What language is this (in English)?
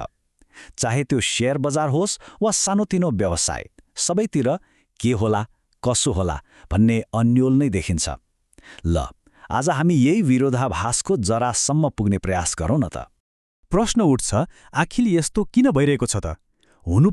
Nepali